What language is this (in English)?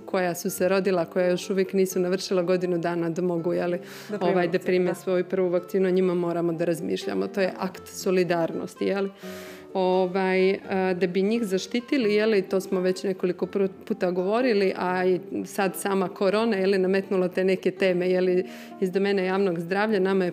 Bosnian